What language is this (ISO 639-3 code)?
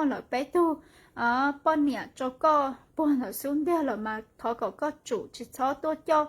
hmn